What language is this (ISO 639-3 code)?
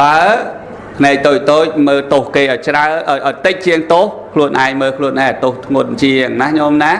khm